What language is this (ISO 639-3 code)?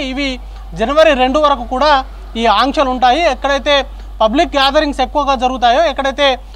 tel